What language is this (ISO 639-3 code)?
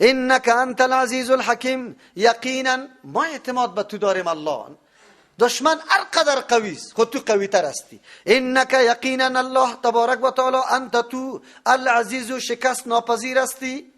fas